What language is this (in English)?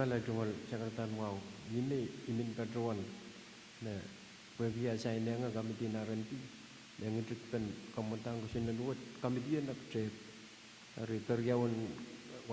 Pohnpeian